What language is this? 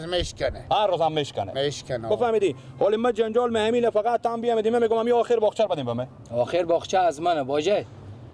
Persian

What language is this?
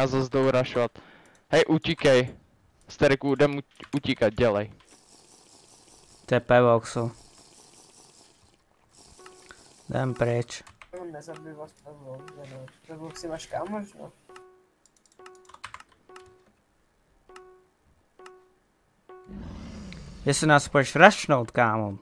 Czech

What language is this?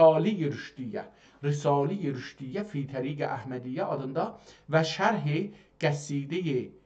South Azerbaijani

